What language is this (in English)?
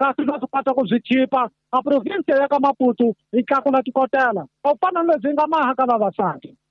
Tsonga